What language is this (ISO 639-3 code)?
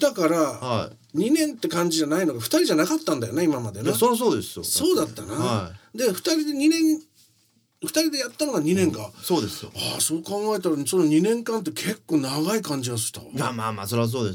jpn